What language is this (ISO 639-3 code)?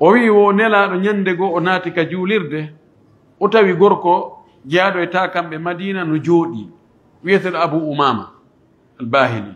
fuf